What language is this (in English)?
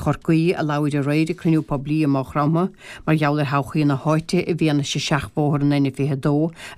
Irish